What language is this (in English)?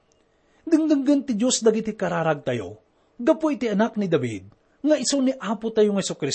Iloko